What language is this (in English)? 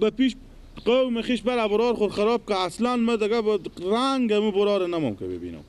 Persian